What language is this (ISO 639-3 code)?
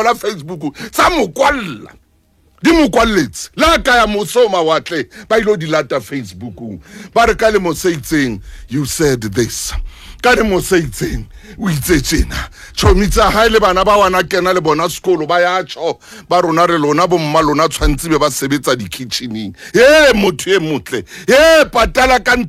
sot